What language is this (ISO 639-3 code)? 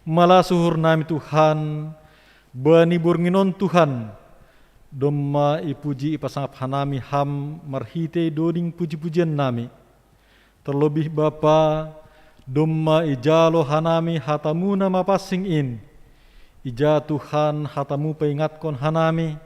bts